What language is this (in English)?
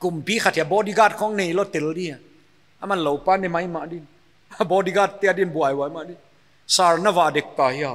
Paite Chin